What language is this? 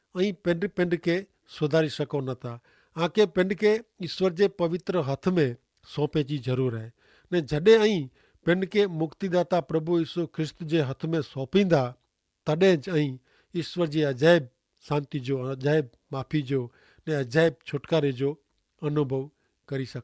Kachhi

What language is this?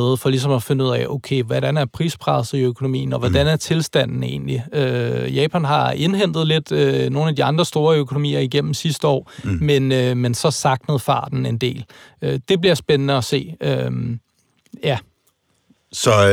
Danish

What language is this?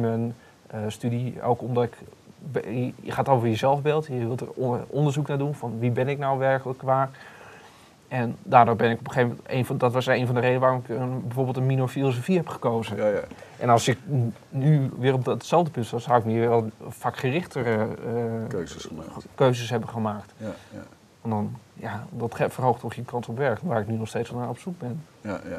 Dutch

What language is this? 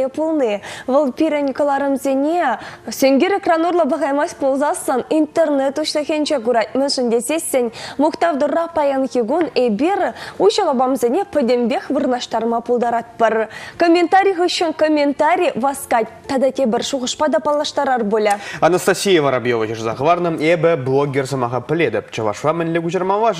Chuvash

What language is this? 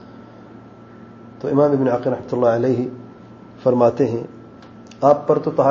Urdu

